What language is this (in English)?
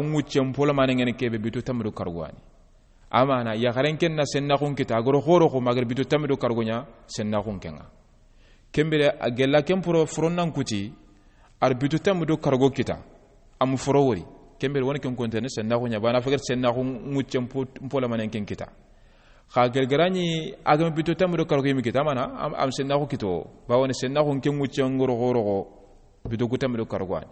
Soninke